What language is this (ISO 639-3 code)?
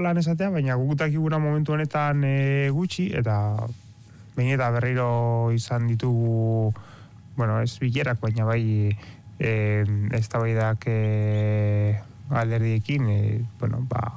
eus